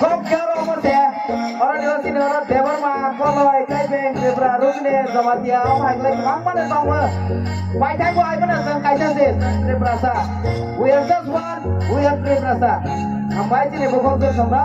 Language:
Kok Borok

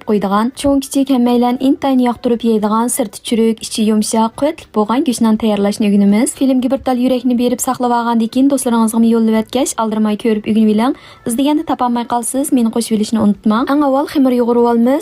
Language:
Uyghur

